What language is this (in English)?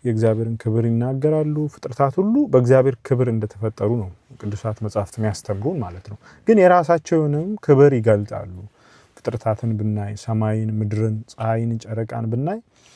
Amharic